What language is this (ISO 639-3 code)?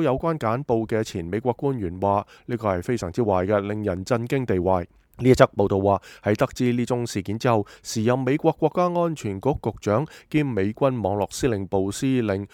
yue